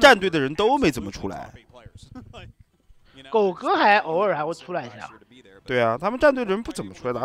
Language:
Chinese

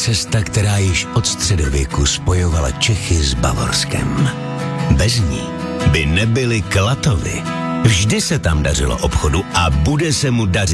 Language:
Czech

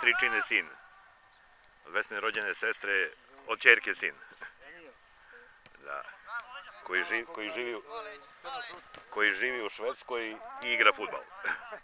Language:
Serbian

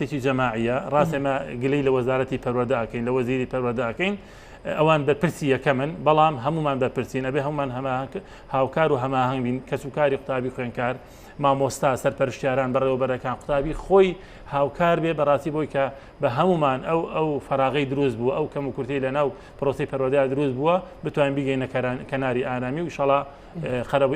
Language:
Central Kurdish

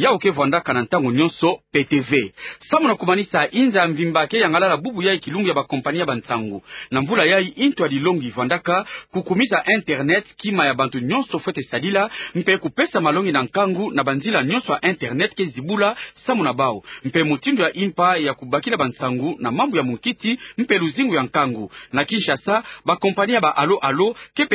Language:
Kituba (Democratic Republic of Congo)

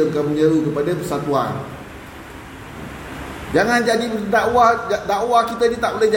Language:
Malay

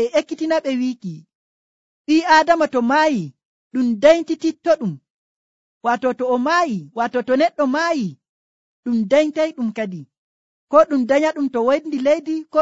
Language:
Nigerian Fulfulde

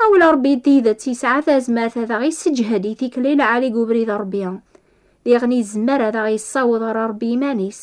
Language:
Kabyle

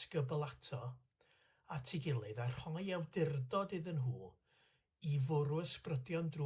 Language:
Welsh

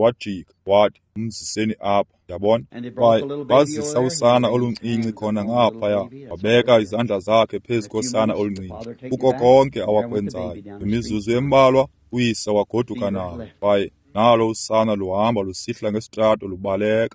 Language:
Xhosa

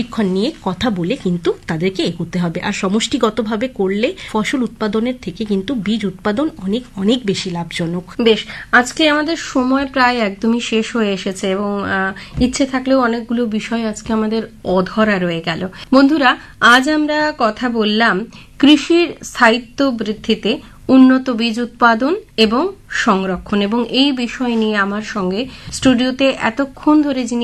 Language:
Bangla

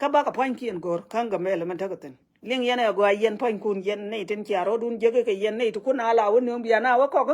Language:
Nuer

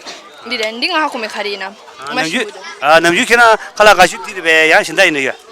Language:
Tibetan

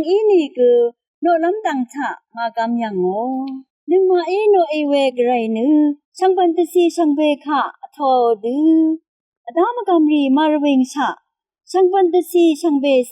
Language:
Rawang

